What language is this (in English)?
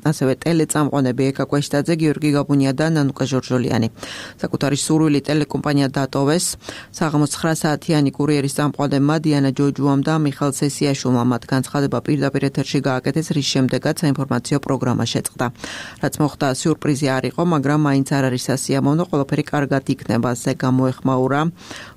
Georgian